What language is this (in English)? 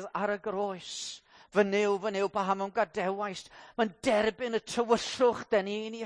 Welsh